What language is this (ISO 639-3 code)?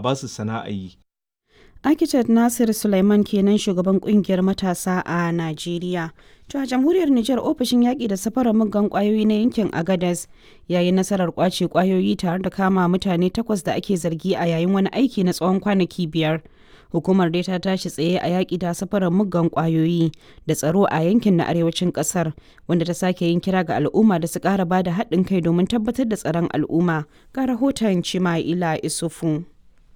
hau